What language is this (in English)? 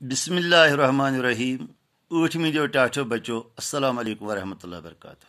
Kashmiri